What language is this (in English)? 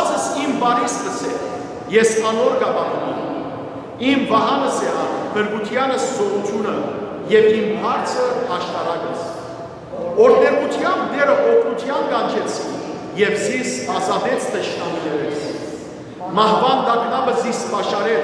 Western Armenian